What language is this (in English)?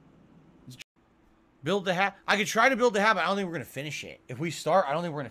English